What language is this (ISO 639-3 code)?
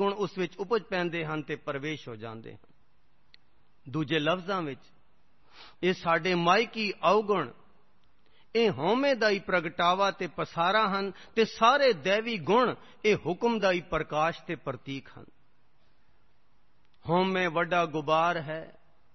pan